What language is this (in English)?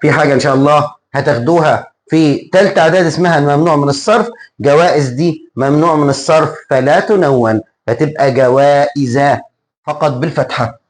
Egyptian Arabic